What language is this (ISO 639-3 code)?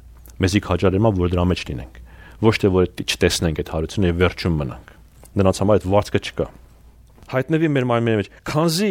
hye